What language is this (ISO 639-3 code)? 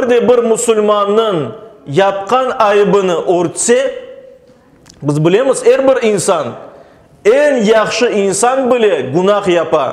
crh